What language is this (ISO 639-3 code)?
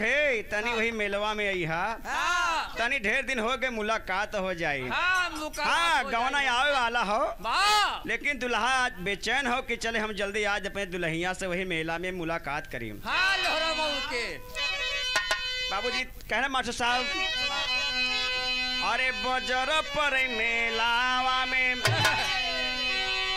bho